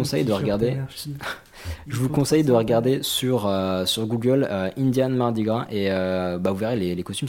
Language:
French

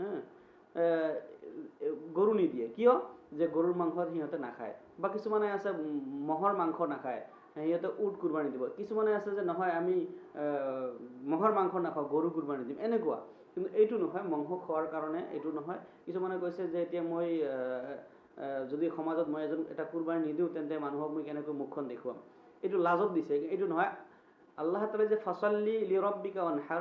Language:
Assamese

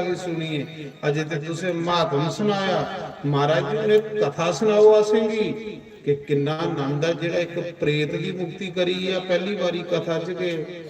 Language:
Dogri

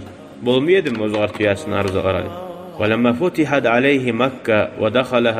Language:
Kumyk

